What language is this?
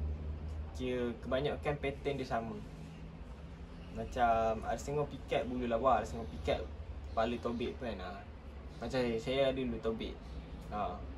Malay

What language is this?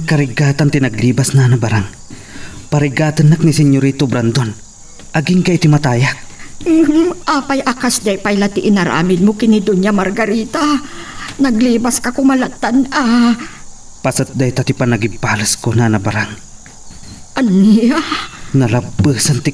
Iloko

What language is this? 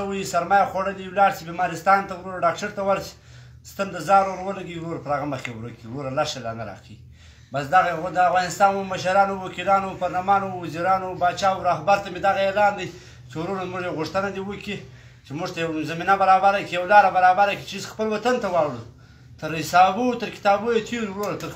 Pashto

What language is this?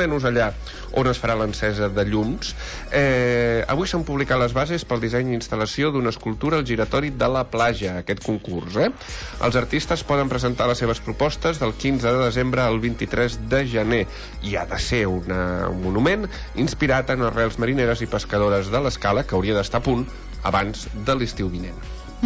Catalan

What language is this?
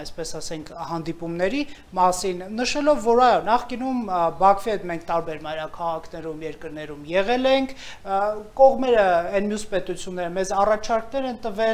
Armenian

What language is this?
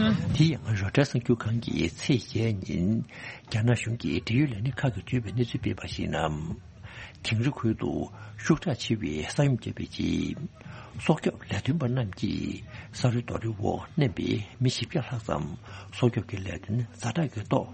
Tibetan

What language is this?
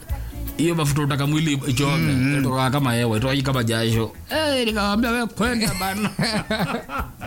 Swahili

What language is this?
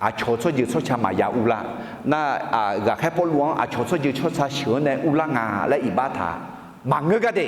Akha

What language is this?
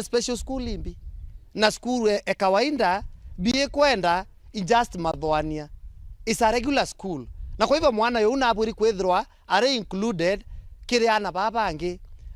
Meru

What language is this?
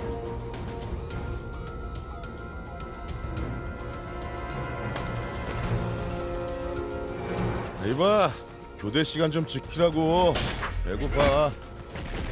Korean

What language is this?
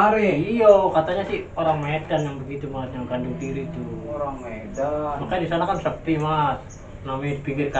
Betawi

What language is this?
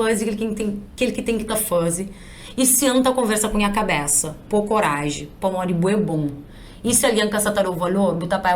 Kabuverdianu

